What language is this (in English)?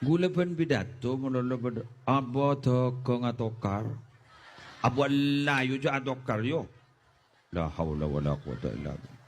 Madurese